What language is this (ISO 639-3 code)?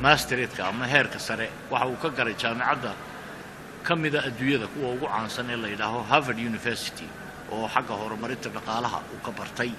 som